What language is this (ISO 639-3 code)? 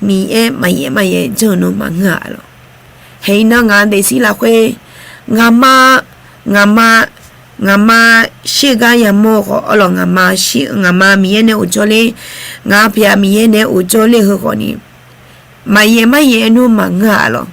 ahk